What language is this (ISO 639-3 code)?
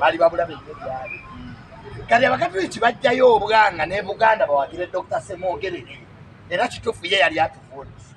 lug